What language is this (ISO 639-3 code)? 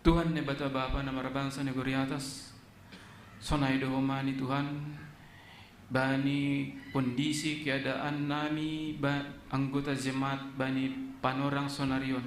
bts